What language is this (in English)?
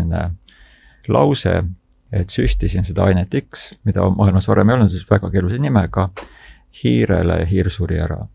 Estonian